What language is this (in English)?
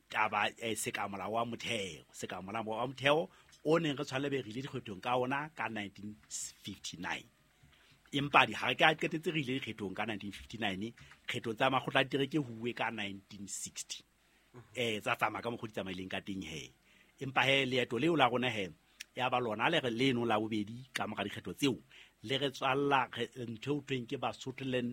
Southern Sotho